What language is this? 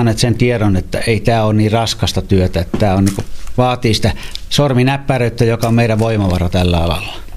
Finnish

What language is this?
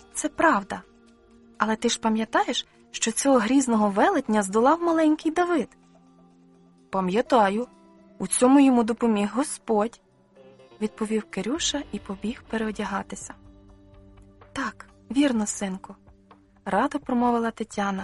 Ukrainian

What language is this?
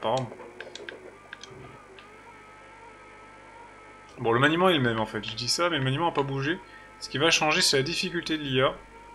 French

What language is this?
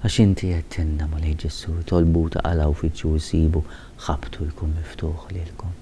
Maltese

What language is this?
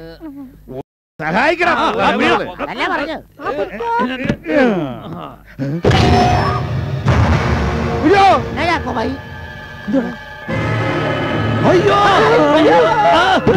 Malayalam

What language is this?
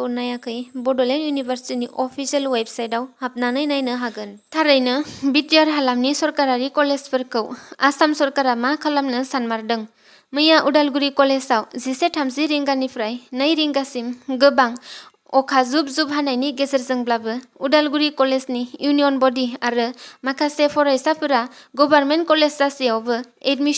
Bodo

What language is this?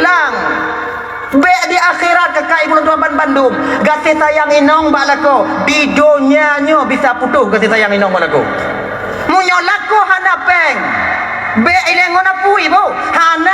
Achinese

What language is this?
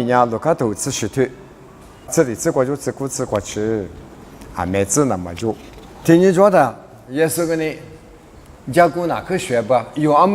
Lisu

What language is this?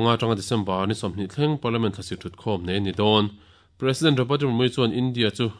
Mizo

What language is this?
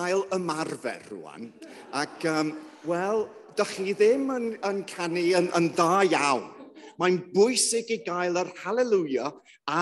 Welsh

